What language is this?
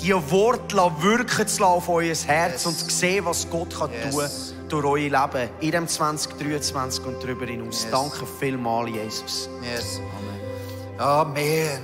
Swiss German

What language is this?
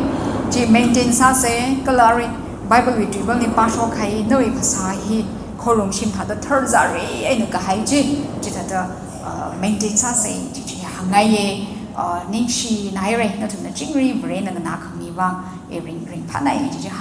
Tangkhul Naga (India)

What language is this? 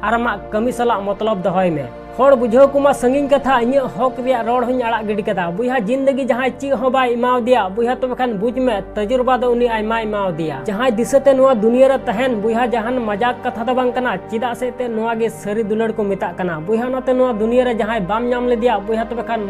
Santali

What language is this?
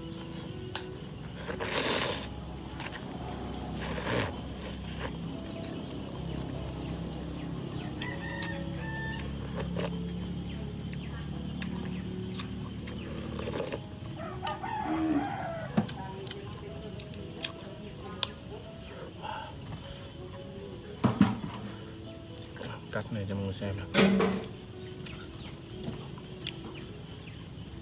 Vietnamese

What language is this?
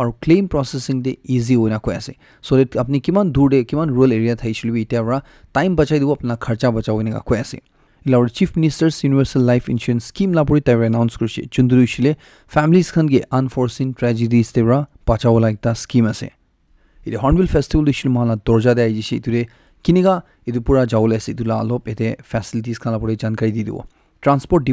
Naga Pidgin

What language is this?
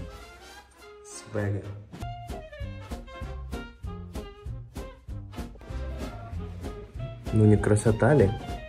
Russian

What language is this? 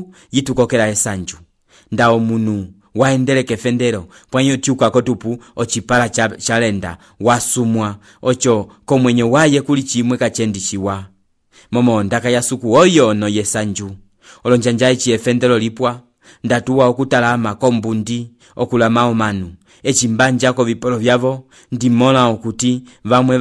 Umbundu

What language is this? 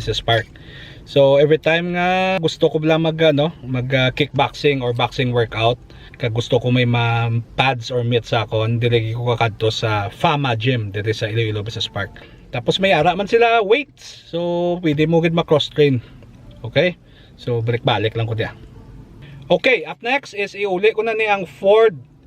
Hiligaynon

